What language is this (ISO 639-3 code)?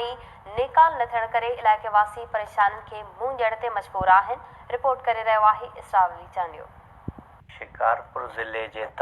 snd